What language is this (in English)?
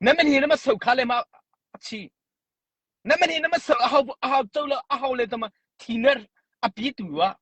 Mara Chin